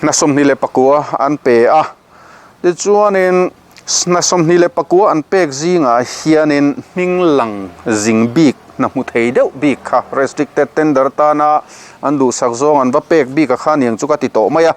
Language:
Mizo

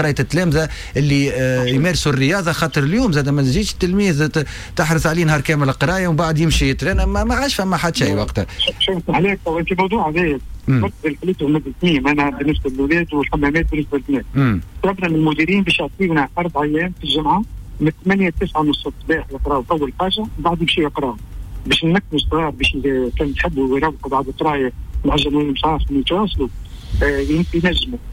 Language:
Tunisian Arabic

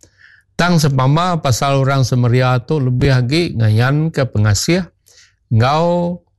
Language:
Iban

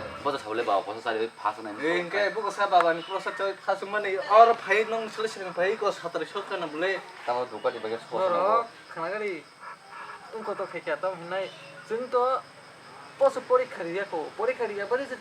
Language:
Kok Borok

